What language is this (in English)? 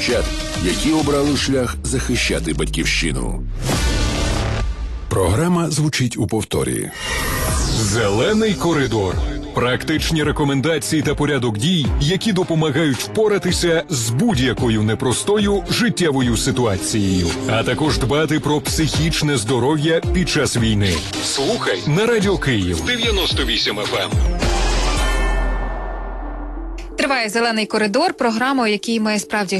Ukrainian